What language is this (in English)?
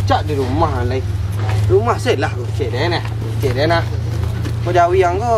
Minangkabau